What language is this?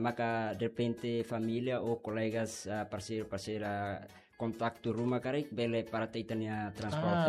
Tetum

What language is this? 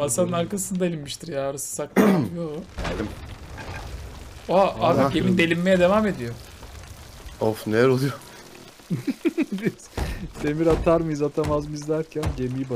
Turkish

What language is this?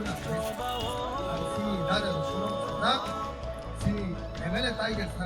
Kok Borok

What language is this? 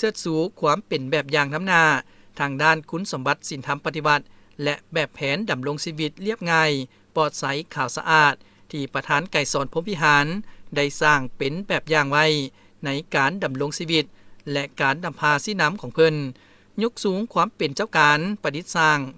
Lao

